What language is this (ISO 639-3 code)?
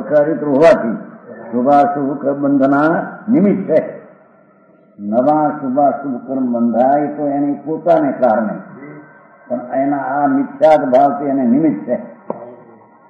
guj